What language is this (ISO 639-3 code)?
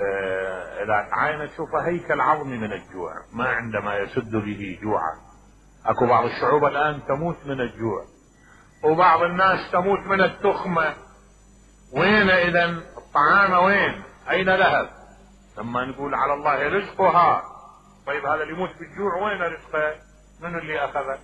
acm